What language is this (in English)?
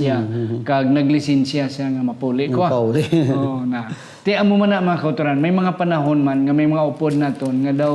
Hiligaynon